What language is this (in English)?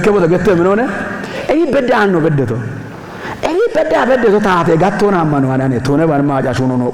Kafa